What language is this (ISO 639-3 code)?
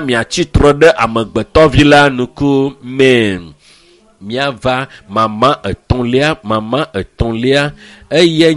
ewe